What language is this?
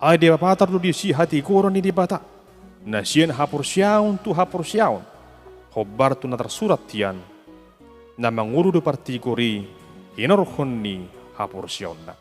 Batak Toba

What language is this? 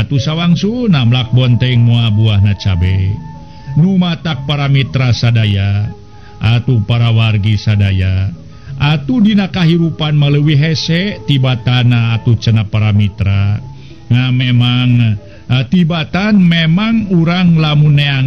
Sundanese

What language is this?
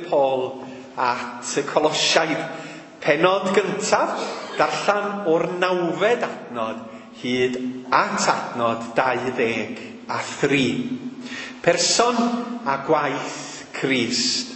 Welsh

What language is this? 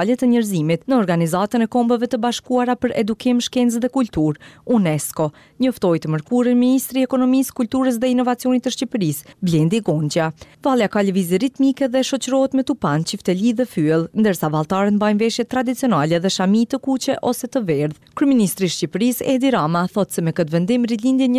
Albanian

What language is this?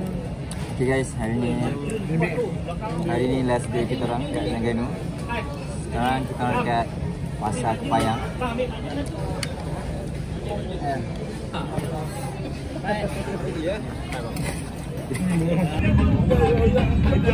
Malay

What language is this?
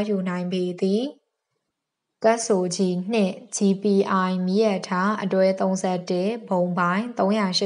Burmese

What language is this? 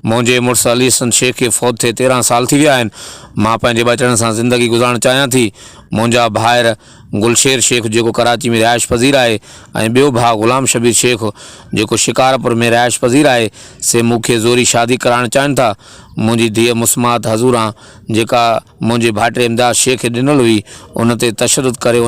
Sindhi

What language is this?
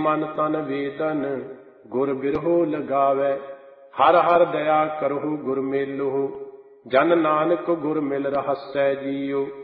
Punjabi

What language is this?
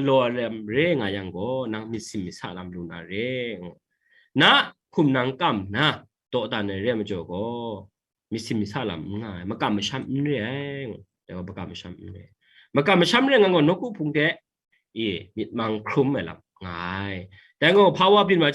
Kachin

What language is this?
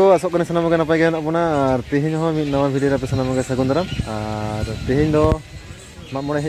Santali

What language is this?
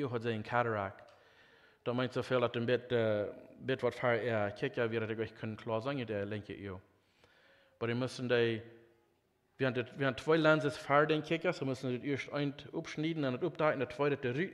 Plautdietsch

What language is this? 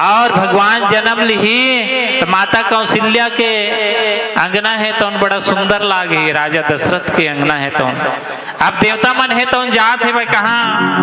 Chhattisgarhi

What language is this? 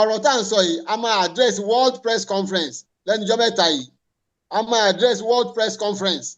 Yoruba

